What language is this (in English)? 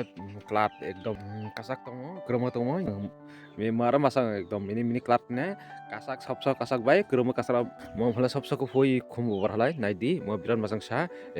Kok Borok